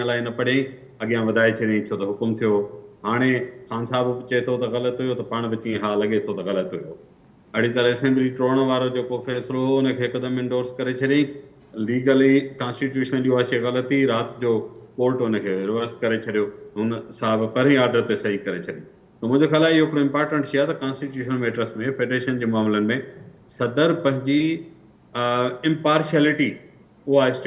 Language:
Sindhi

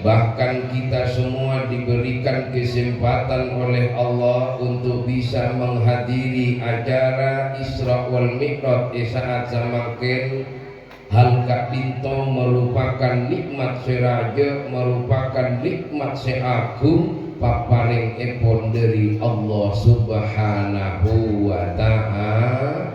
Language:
Madurese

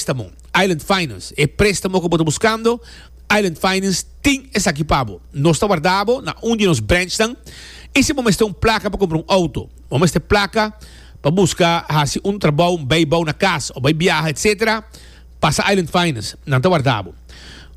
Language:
Papiamento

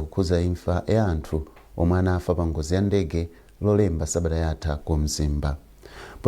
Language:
Nyanja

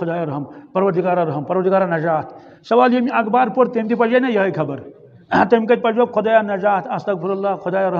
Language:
Kashmiri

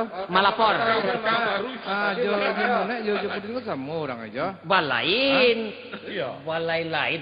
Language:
Minangkabau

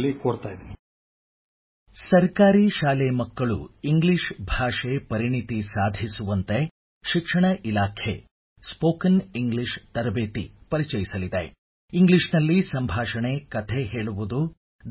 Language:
Kannada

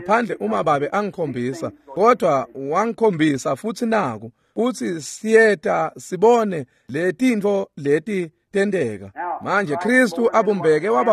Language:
Swati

